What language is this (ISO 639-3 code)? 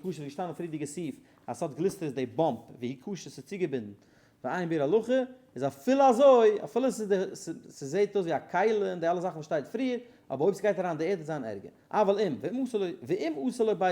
yid